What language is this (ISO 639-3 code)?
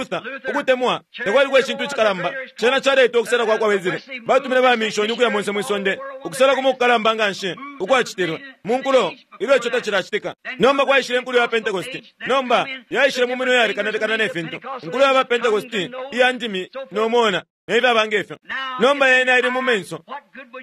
bem